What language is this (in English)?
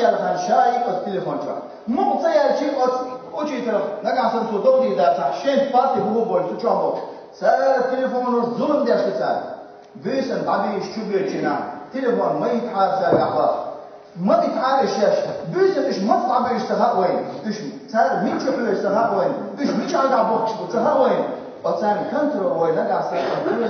Chechen